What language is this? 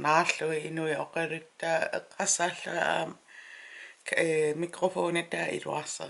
Kalaallisut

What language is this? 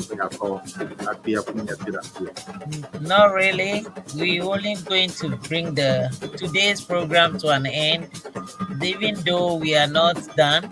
Ewe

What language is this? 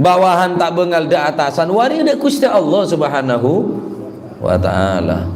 Madurese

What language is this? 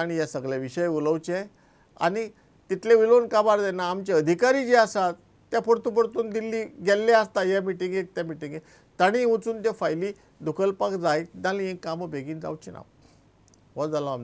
Konkani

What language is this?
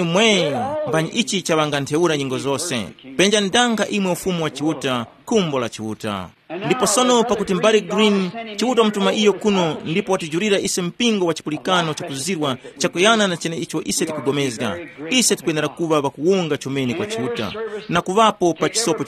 Tumbuka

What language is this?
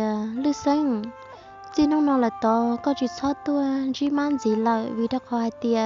Hmong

